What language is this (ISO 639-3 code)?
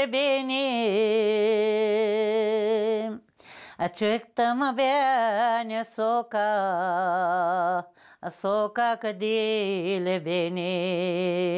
gag